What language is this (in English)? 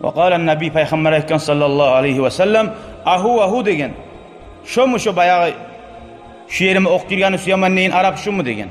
Kumyk